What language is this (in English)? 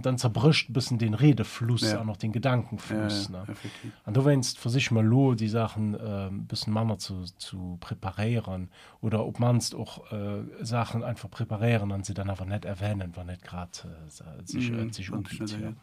Luxembourgish